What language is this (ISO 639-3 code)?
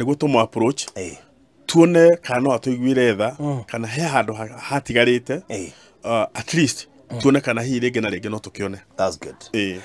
kik